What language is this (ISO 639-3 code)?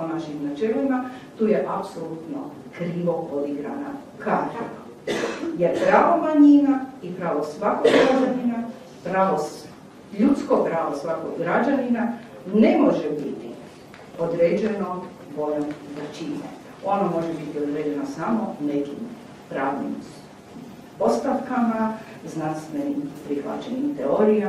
hrv